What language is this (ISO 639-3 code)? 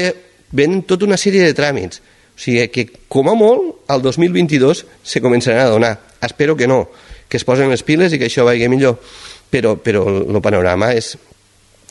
cat